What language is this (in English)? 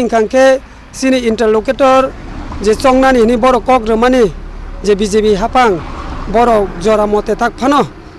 Kok Borok